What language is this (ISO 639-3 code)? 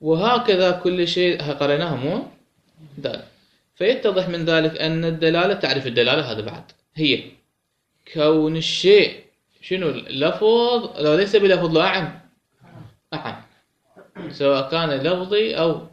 acm